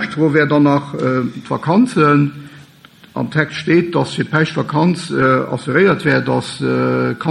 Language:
Luxembourgish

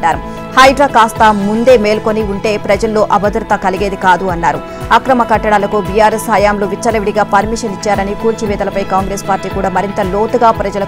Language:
Telugu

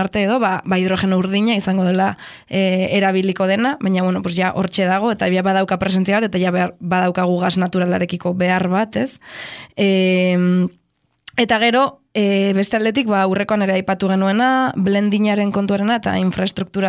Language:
Basque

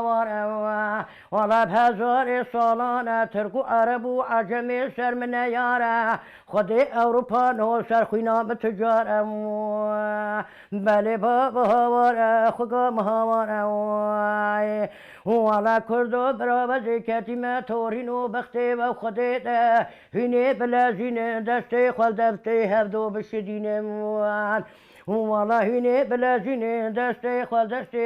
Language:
Kurdish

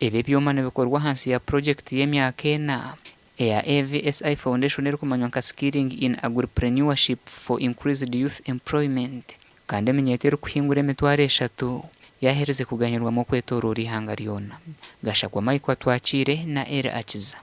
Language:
Nyankole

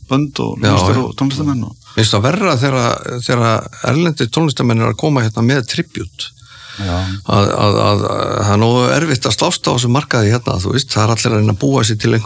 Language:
Icelandic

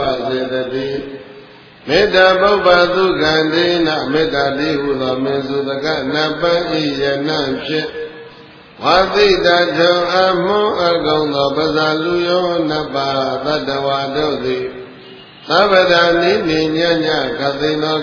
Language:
Burmese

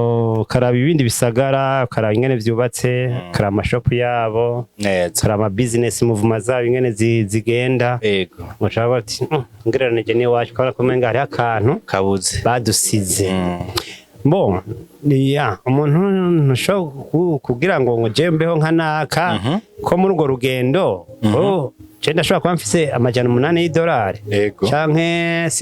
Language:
Rundi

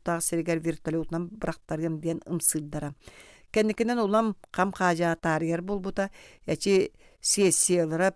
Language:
Yakut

